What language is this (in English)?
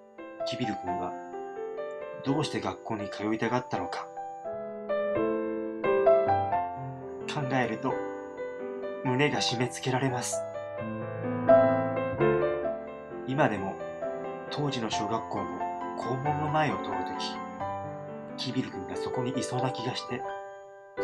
Japanese